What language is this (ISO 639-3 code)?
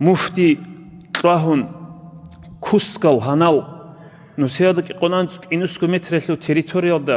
ava